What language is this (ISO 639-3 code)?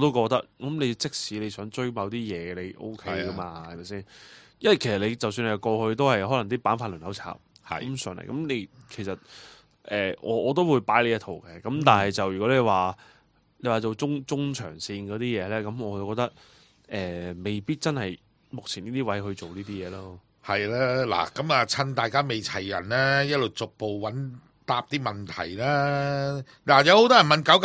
yue